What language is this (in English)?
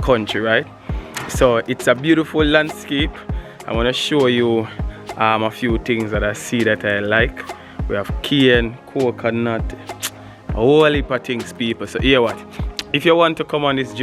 Jamaican Creole English